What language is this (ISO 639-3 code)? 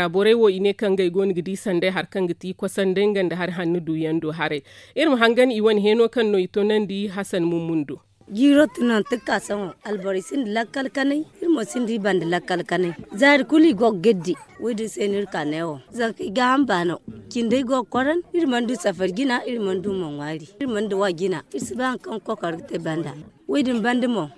dje